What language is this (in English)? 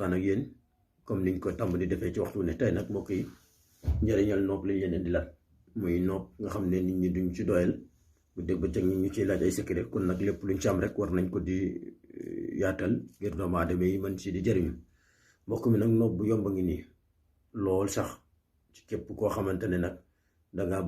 Wolof